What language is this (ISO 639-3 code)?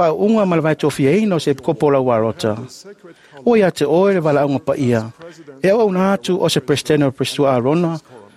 smo